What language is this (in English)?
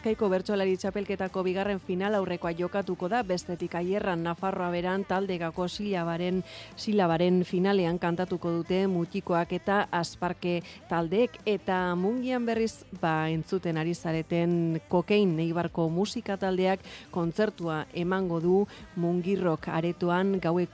Basque